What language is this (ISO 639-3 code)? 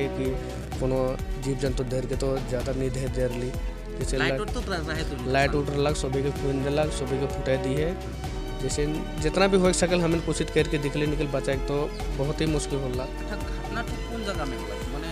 sck